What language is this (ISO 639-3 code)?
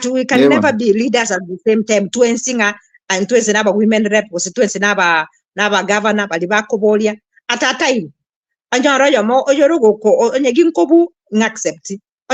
guz